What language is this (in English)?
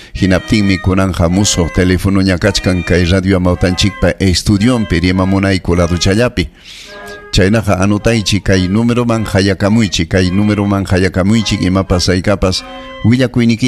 Ayacucho Quechua